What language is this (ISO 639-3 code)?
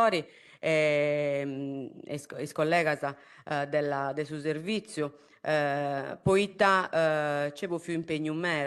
srd